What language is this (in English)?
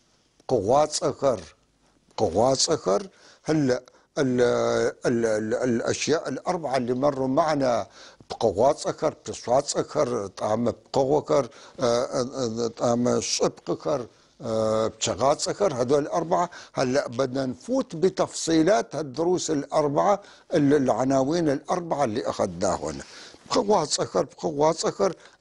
North Levantine Arabic